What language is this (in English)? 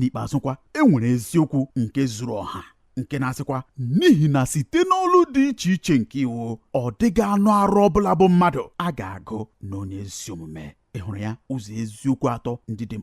Igbo